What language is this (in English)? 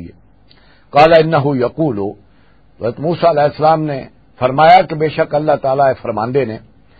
Western Panjabi